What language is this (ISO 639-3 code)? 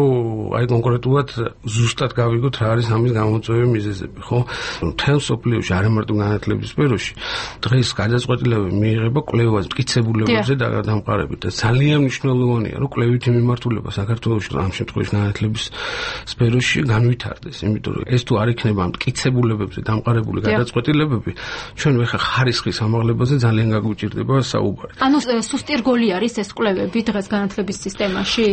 kat